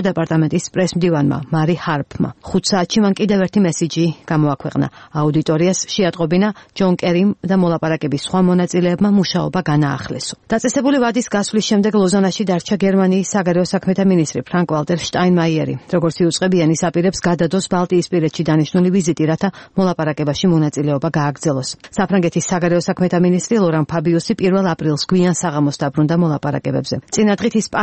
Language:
Georgian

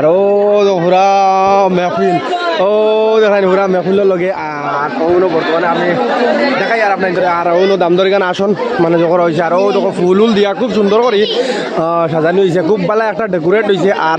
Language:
Sylheti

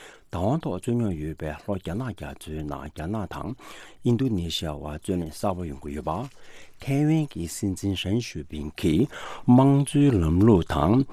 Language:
Tibetan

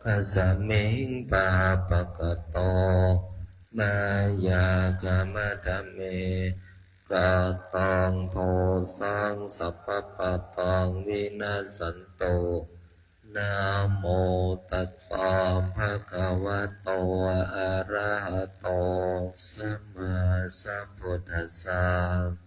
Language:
Pali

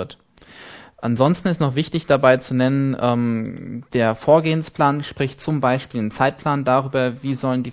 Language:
German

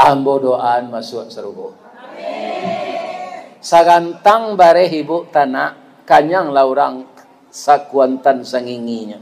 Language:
Minangkabau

